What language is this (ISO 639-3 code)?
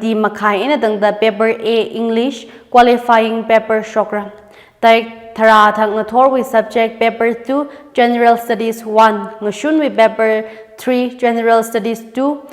nmf